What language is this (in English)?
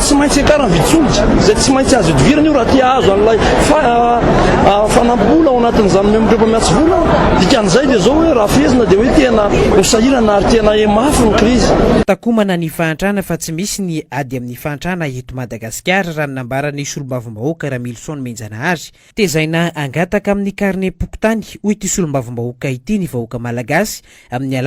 Malagasy